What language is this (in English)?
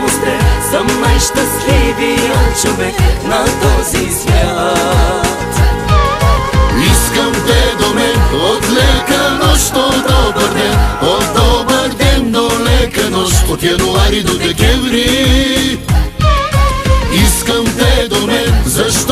Bulgarian